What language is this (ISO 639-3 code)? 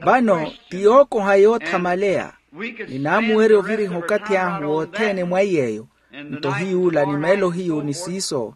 vmw